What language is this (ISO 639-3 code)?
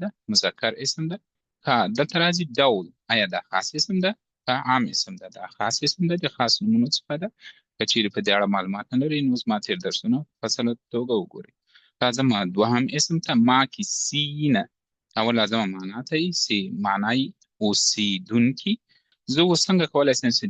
pus